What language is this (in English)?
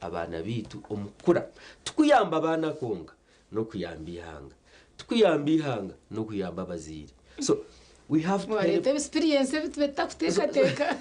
Nyankole